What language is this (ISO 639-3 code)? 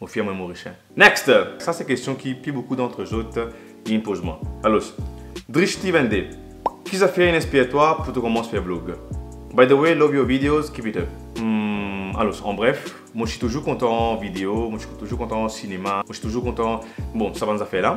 mfe